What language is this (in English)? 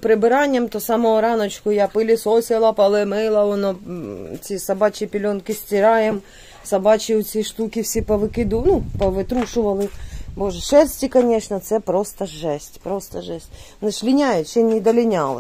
Ukrainian